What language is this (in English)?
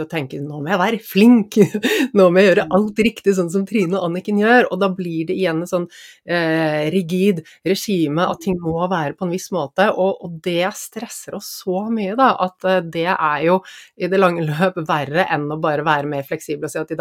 Norwegian